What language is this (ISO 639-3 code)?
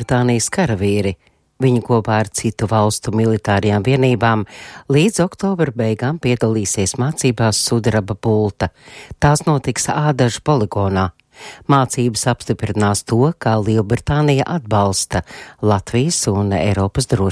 lav